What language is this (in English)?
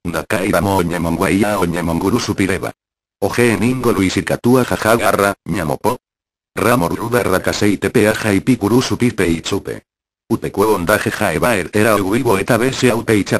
Guarani